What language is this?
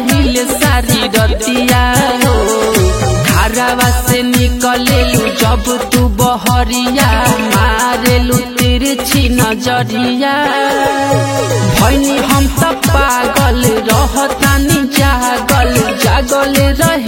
Bhojpuri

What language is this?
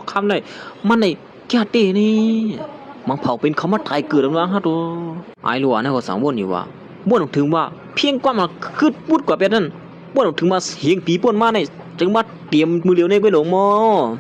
Shan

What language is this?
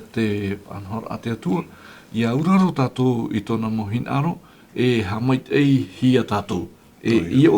Tahitian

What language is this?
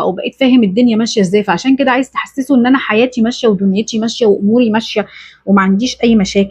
Egyptian Arabic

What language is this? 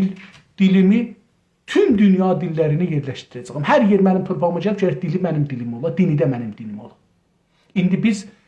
South Azerbaijani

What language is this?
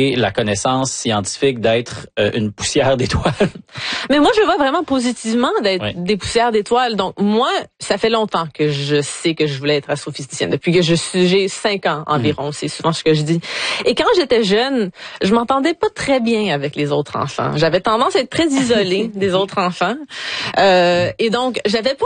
French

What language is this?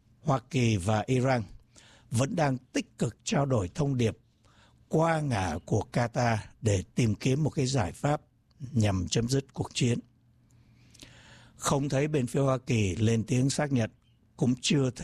Vietnamese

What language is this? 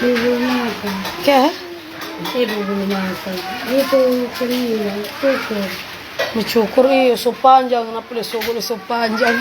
Manado Malay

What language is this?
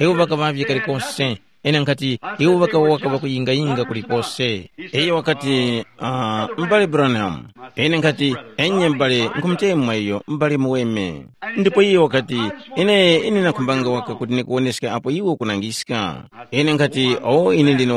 Tumbuka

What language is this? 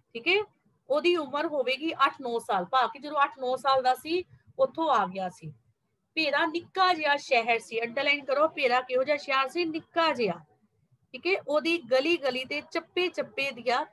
Punjabi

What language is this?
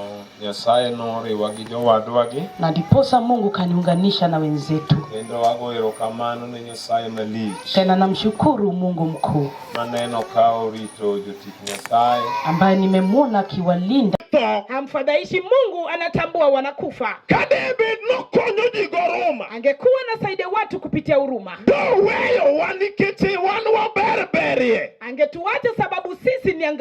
Luo (Kenya and Tanzania)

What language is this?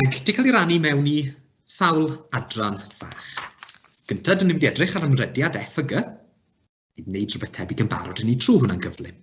Welsh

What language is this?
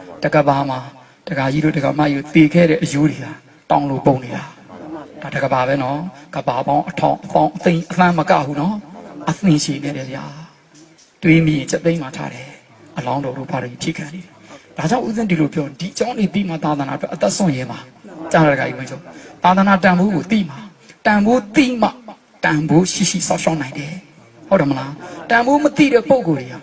Burmese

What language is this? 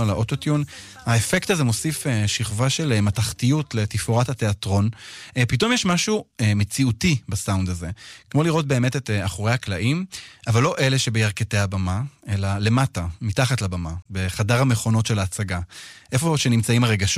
Hebrew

